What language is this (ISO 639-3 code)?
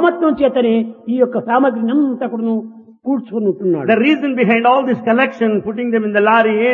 tel